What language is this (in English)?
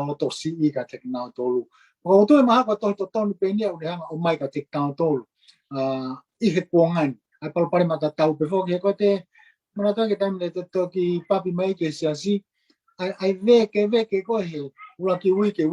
Tongan